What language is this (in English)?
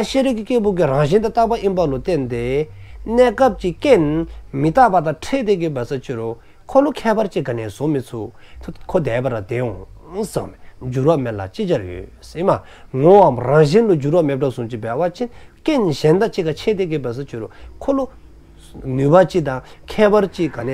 Dzongkha